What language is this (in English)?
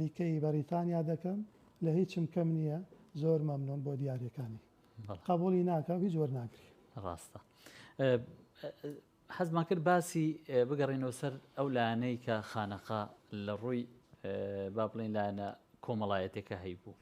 Central Kurdish